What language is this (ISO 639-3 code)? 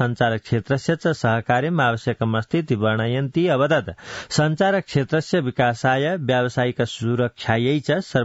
san